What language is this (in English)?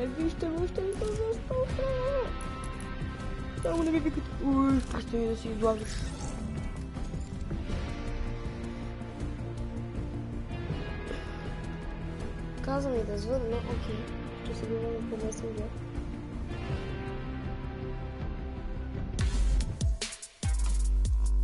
Bulgarian